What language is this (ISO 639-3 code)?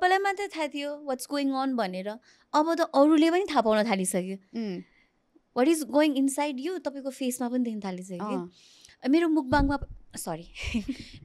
nep